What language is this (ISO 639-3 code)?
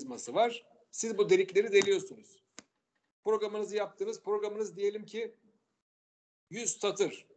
tur